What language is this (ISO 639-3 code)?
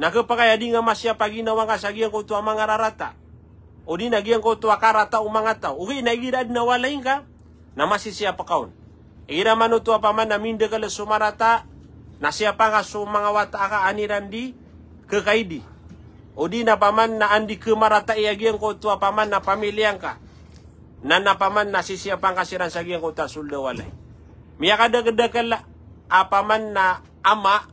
mrw